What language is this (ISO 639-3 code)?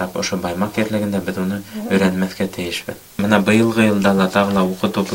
bak